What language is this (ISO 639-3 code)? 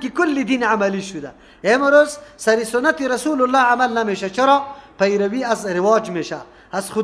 fas